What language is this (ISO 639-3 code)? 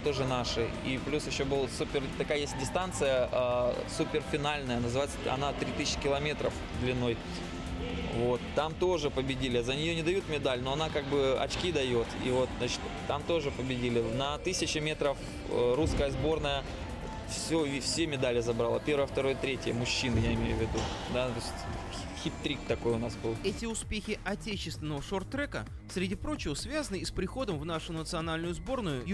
rus